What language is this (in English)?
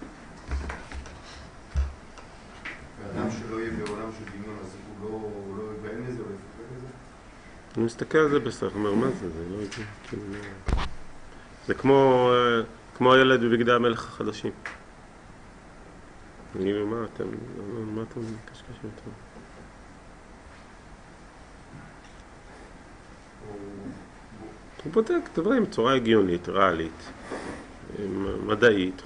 Hebrew